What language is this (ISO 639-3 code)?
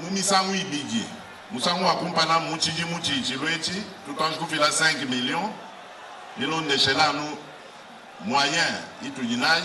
lua